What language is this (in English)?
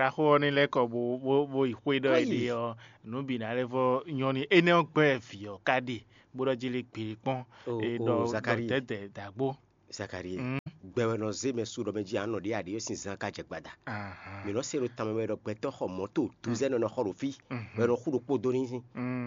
Fon